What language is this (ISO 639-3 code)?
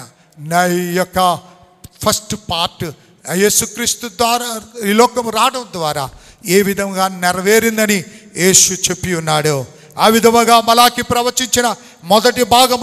tel